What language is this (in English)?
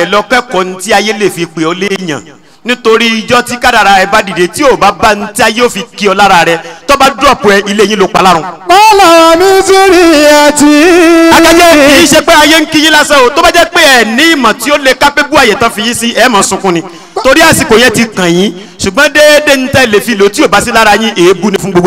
Yoruba